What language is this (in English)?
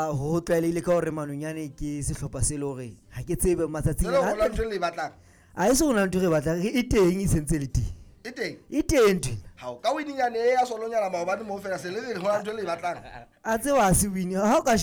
Southern Sotho